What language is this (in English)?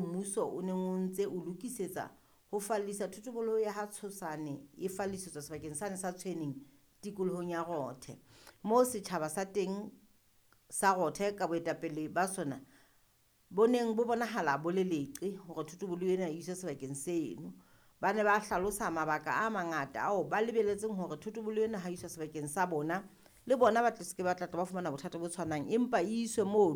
Southern Sotho